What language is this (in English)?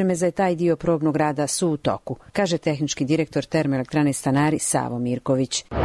Serbian